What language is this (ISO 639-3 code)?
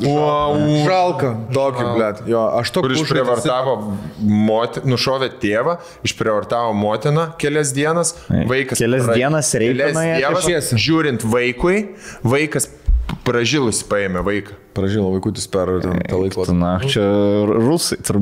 lit